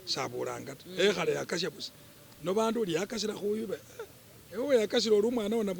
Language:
Masaaba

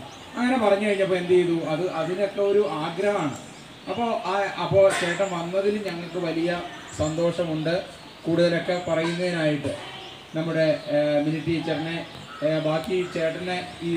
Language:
Malayalam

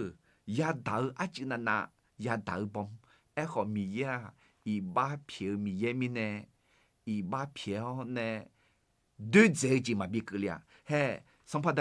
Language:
Akha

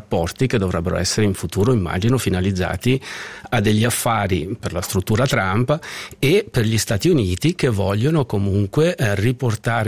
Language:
Italian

